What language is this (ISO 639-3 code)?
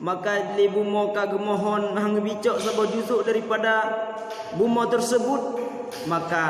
ace